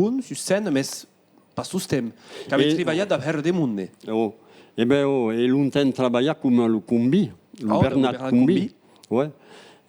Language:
Occitan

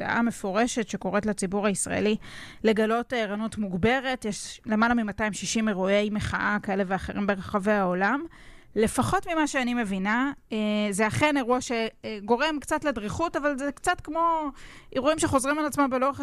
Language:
Hebrew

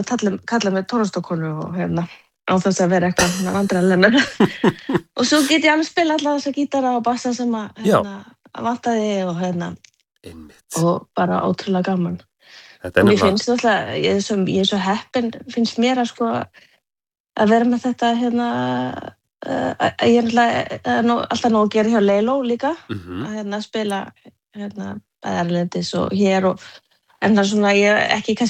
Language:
Icelandic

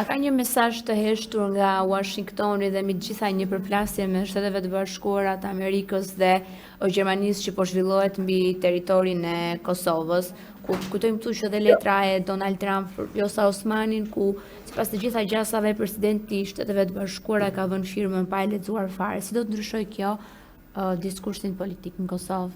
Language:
Albanian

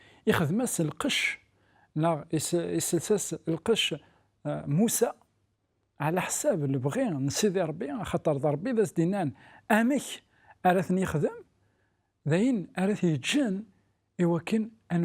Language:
Kabyle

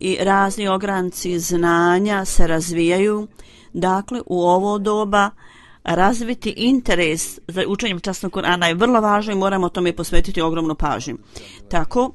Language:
Bosnian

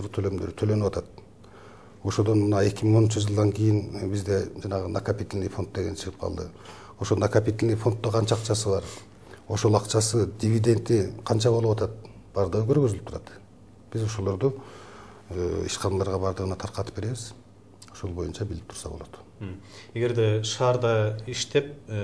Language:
Kyrgyz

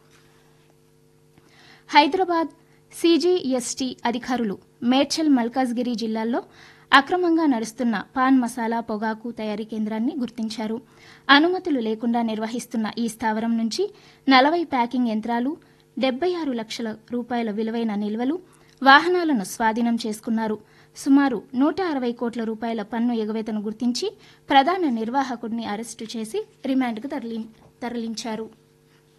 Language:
Telugu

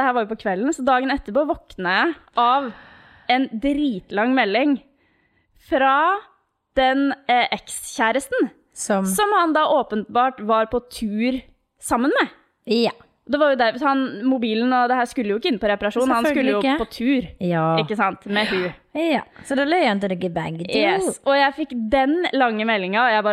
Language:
Norwegian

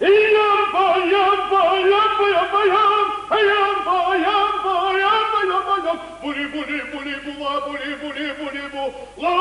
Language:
Ossetic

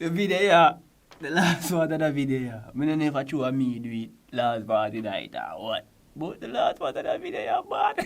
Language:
Jamaican Creole English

